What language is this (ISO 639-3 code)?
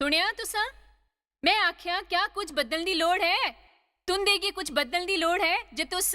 doi